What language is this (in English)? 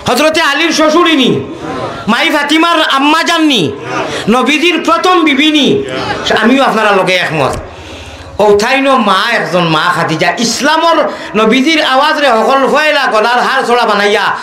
Sylheti